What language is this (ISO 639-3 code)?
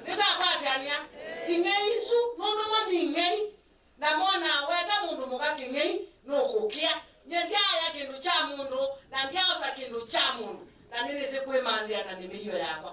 kam